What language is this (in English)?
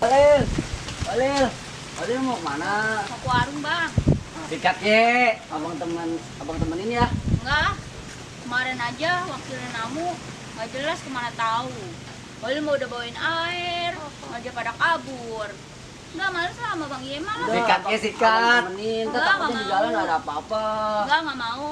Betawi